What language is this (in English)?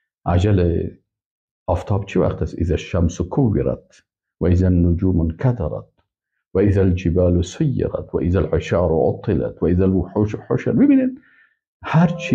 Persian